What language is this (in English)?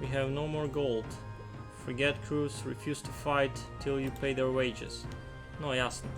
Rusyn